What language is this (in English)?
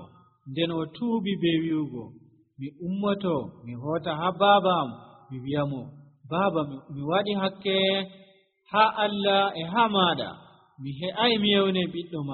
Nigerian Fulfulde